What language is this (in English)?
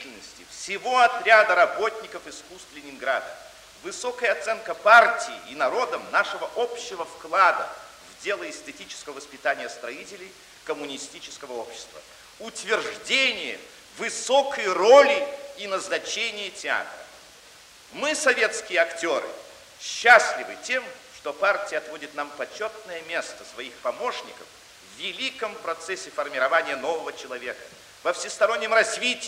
Russian